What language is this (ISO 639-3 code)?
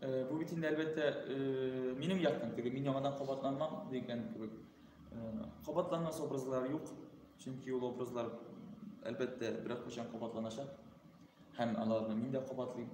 tat